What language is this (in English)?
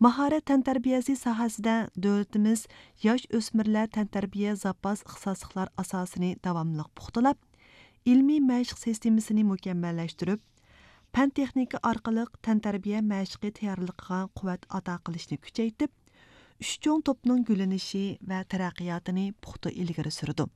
Uyghur